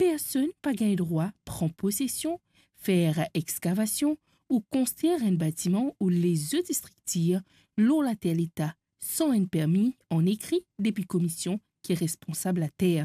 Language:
Morisyen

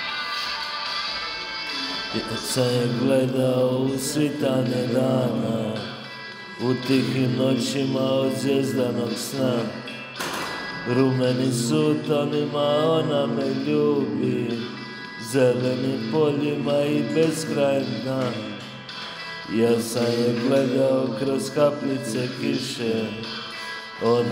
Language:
Croatian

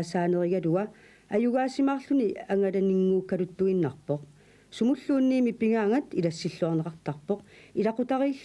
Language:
Kalaallisut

